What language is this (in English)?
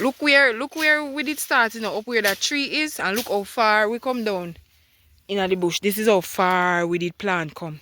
Jamaican Creole English